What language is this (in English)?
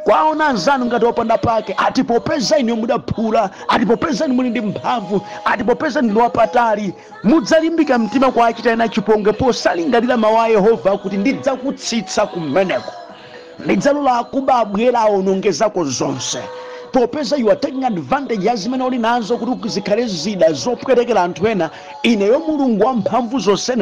Nyanja